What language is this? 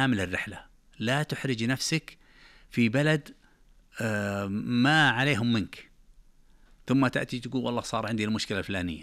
Najdi Arabic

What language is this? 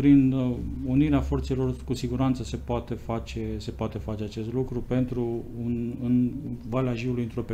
Romanian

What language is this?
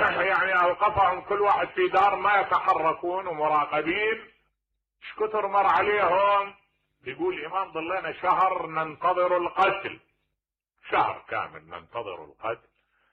Mesopotamian Arabic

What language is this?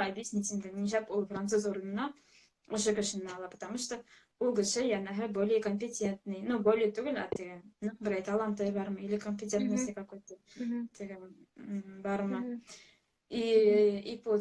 Bashkir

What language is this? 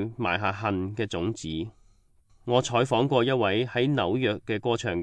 Cantonese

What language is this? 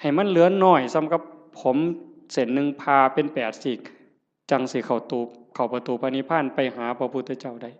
Northeastern Thai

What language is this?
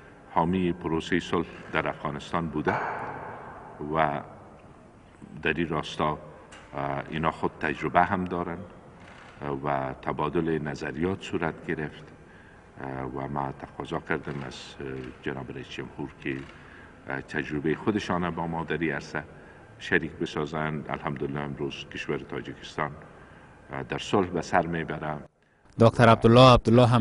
Persian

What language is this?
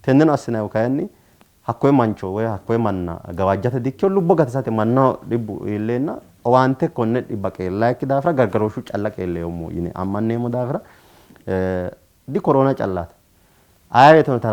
Sidamo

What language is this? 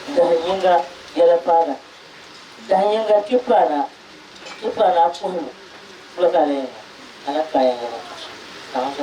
Dagbani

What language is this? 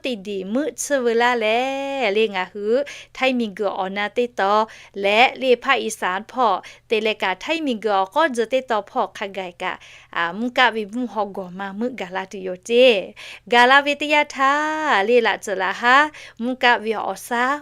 Lahu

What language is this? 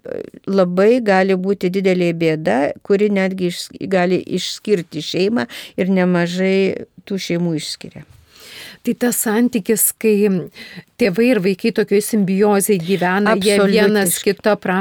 Lithuanian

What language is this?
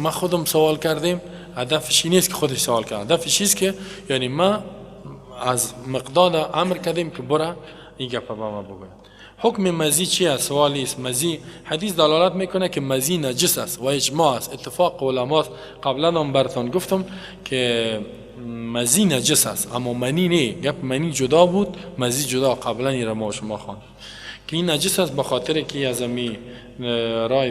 Persian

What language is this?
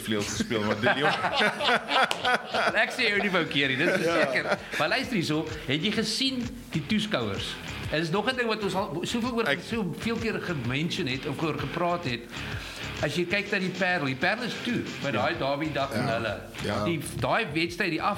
Afrikaans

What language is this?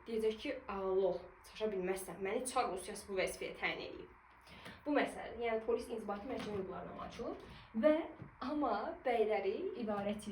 Azerbaijani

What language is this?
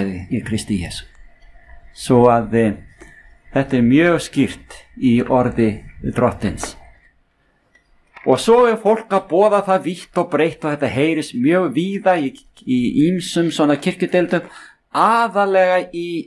Icelandic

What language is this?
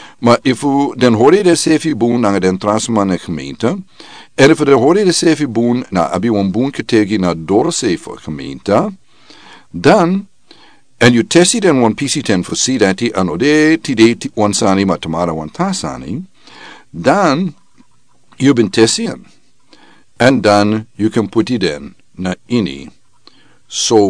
Sranan Tongo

